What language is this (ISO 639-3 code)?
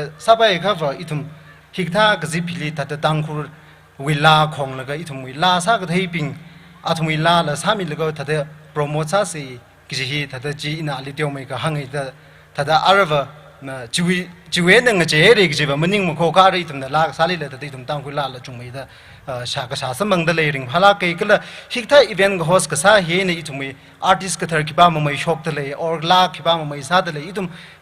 nmf